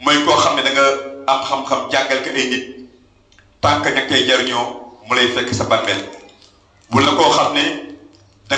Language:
Wolof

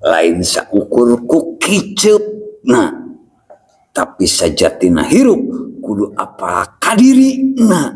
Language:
Sundanese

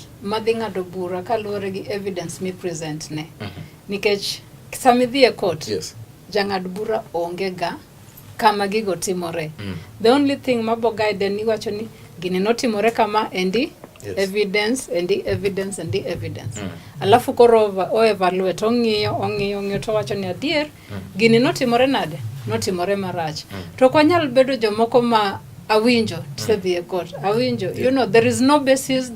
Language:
Luo (Kenya and Tanzania)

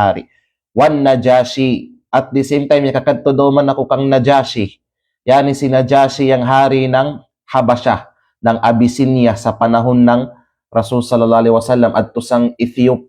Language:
Kalagan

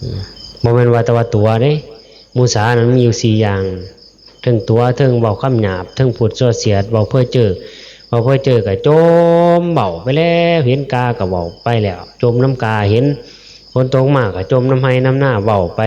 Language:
Northeastern Thai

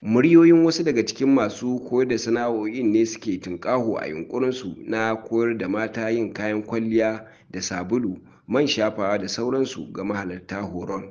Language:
Hausa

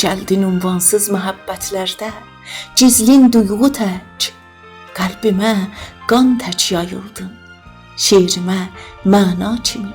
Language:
South Azerbaijani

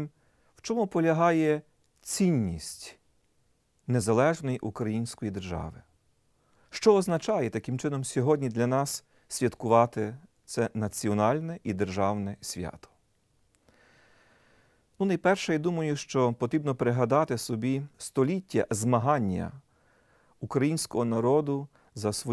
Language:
Ukrainian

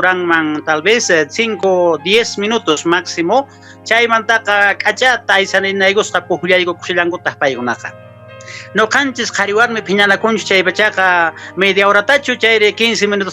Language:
Quechua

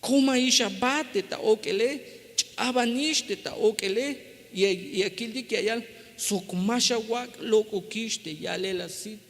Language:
Tzeltal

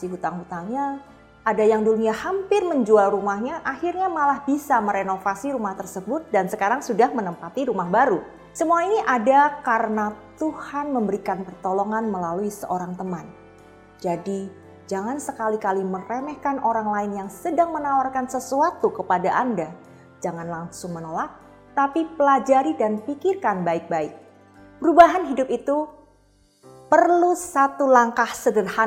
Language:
Indonesian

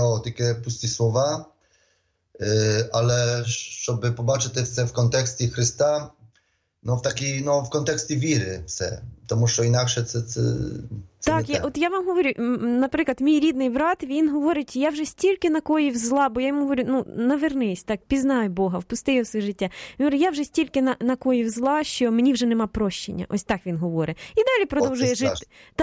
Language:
Ukrainian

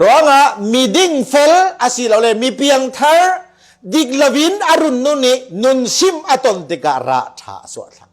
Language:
Falam Chin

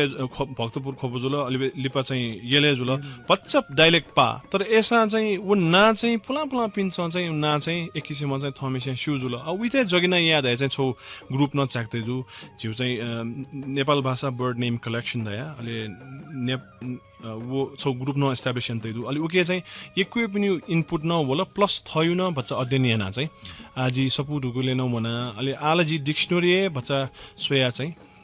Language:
Newari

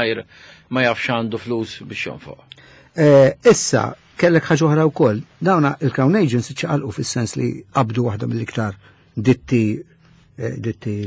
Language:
Maltese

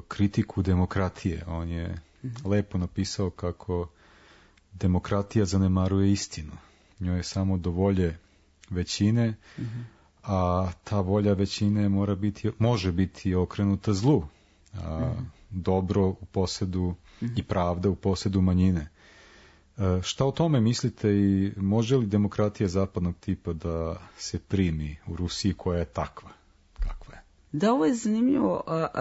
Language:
Serbian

